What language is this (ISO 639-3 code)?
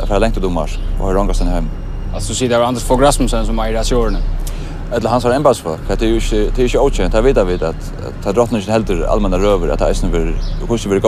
fao